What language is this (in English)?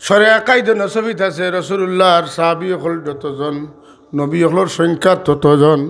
Sylheti